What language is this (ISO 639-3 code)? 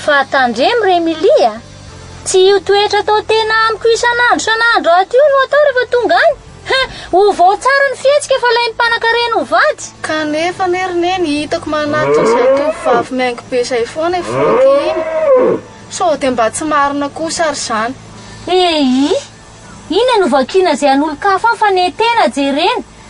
mlg